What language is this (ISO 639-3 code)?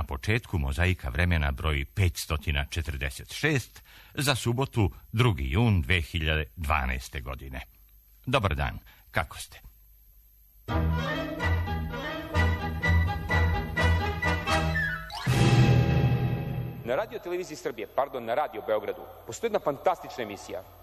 srp